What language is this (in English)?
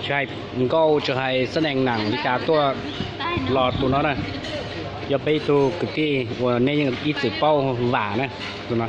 Hmong